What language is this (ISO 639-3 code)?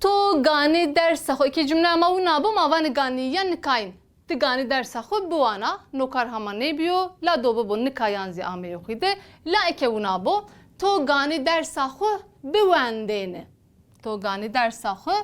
zza